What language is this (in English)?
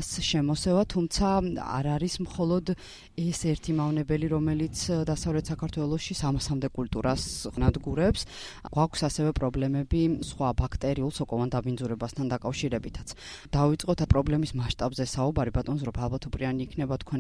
Georgian